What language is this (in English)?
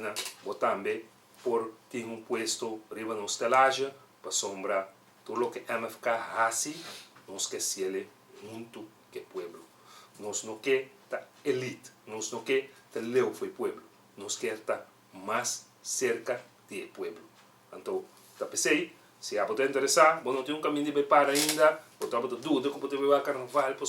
Papiamento